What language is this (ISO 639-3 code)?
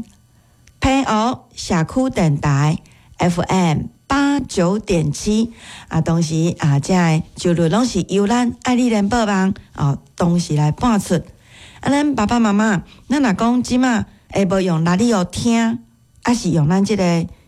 nan